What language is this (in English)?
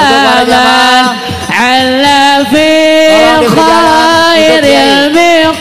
Betawi